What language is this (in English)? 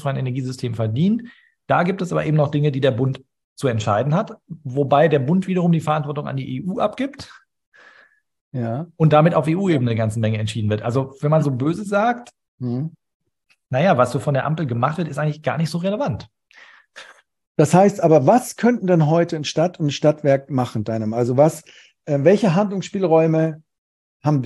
German